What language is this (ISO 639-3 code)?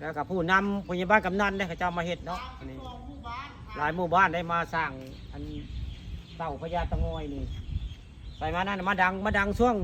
tts